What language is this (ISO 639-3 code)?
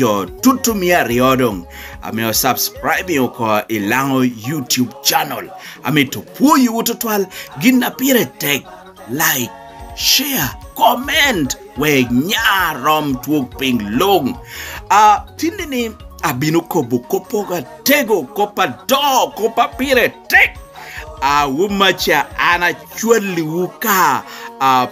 laj